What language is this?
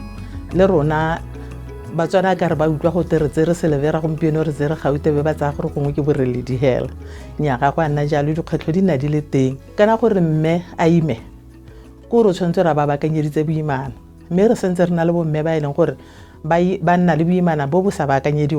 Tswana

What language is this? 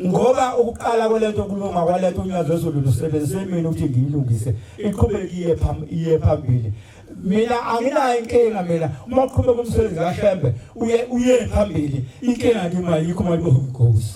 Zulu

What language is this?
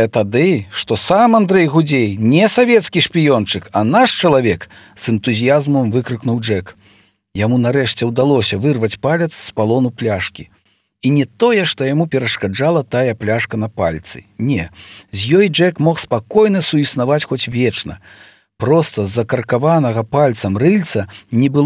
Belarusian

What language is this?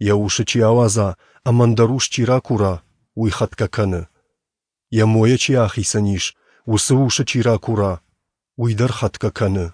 Ossetic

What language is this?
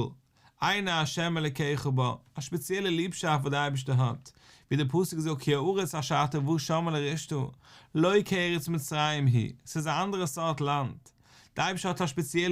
Yiddish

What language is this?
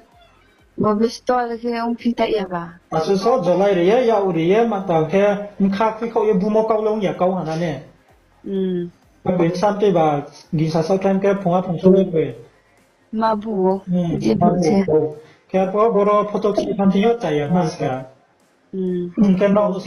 Riang (India)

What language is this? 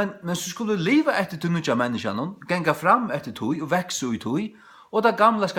Faroese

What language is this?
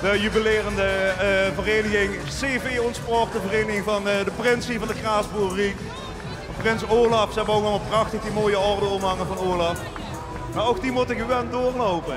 Limburgish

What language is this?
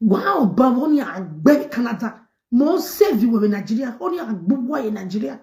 Nigerian Pidgin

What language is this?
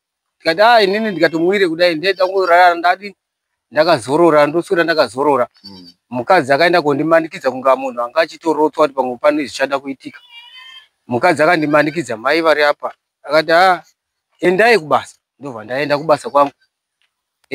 Shona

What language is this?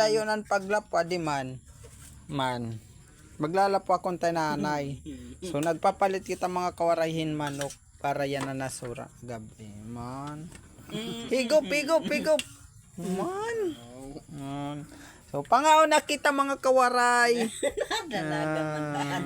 Waray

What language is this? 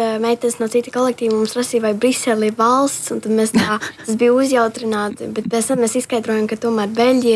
Latvian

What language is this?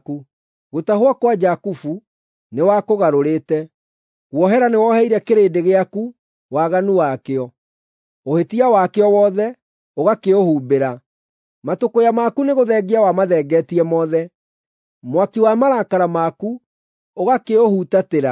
Kikuyu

